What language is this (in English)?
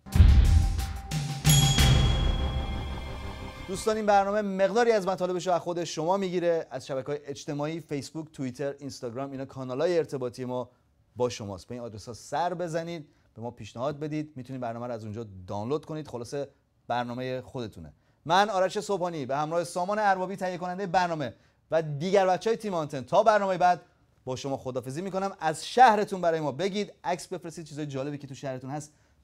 Persian